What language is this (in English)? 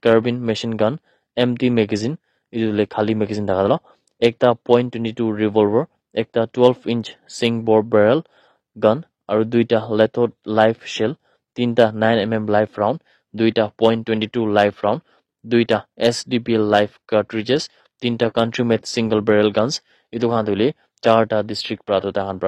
Naga Pidgin